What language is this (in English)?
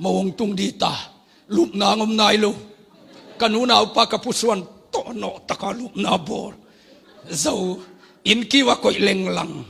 Tedim Chin